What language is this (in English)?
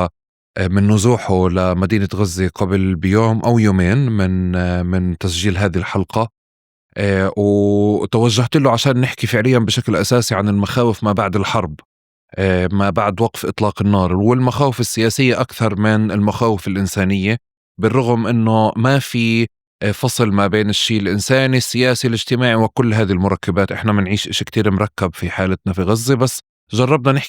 North Levantine Arabic